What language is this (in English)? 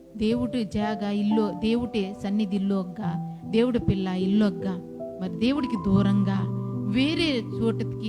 Koya